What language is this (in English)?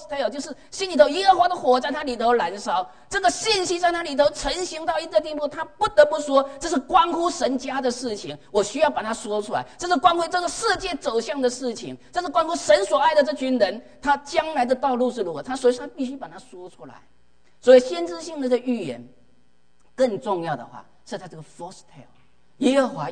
Chinese